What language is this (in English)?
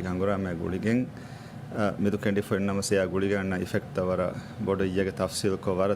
Divehi